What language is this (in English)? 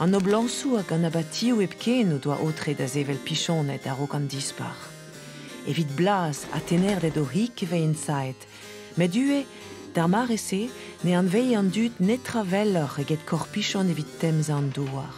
Breton